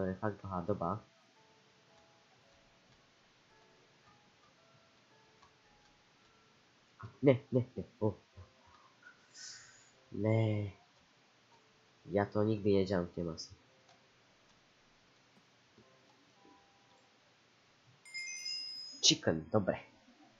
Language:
Slovak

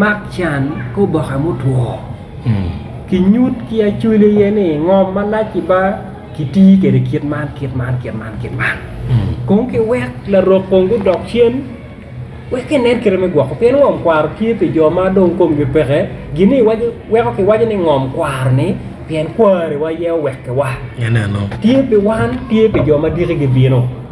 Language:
Acoli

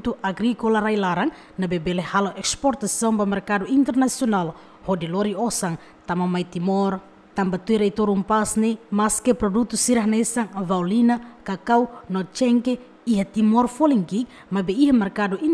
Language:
Tetum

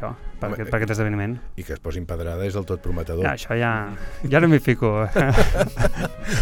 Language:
Catalan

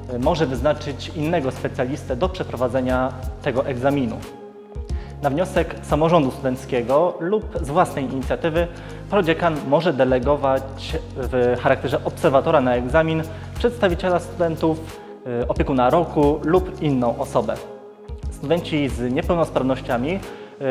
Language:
Polish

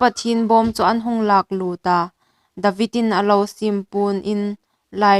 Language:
Hmar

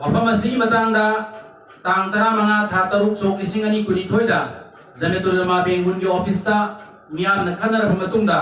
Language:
Manipuri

